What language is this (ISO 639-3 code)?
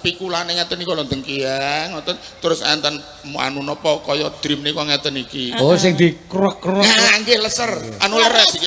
jav